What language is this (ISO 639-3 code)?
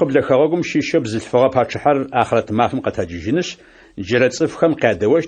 ady